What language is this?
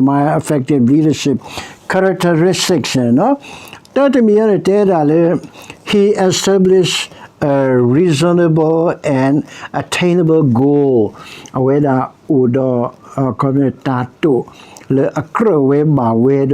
S'gaw Karen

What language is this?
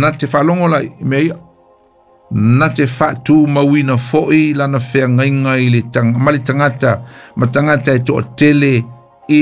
Samoan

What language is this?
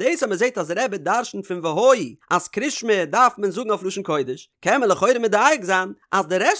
Yiddish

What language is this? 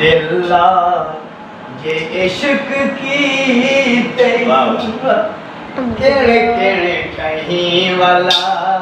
Saraiki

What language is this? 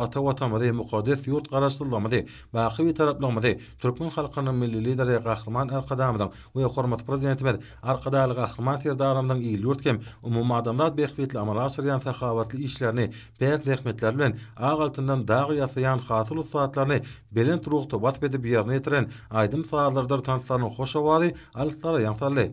Turkmen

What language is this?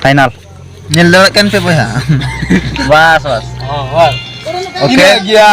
Santali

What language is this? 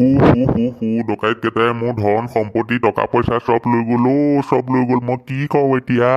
Assamese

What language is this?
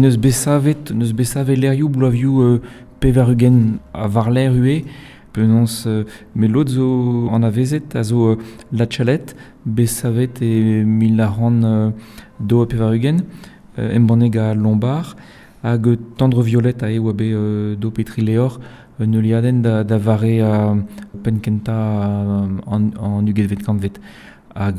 Breton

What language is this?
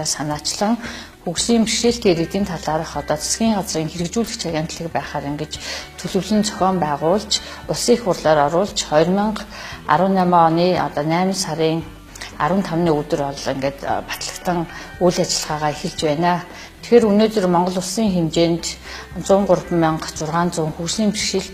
Mongolian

